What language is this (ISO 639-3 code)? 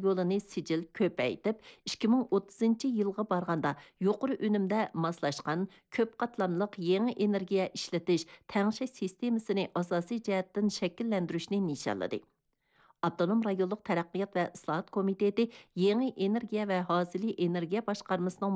uig